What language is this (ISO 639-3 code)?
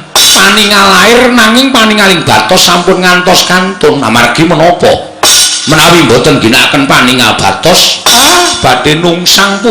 jav